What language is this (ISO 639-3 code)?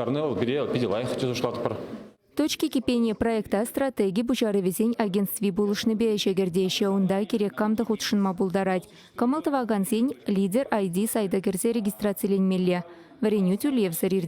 chv